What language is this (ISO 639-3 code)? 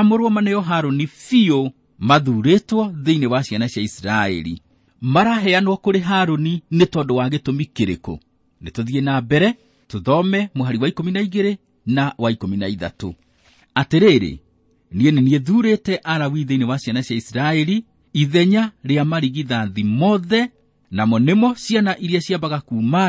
kik